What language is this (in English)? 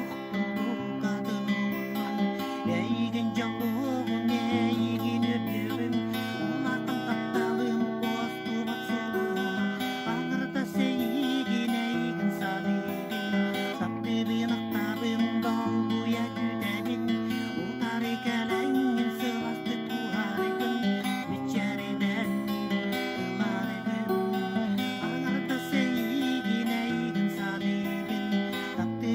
Yakut